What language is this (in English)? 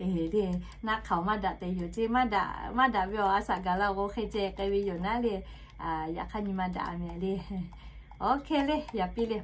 Lahu